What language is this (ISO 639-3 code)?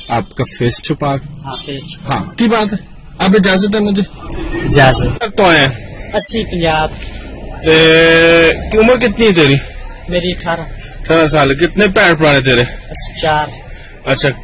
urd